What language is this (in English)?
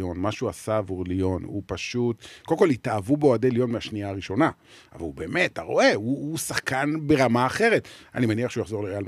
Hebrew